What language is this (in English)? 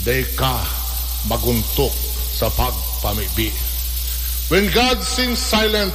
Bikol